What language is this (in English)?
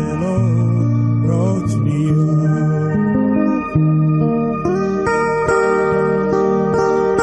English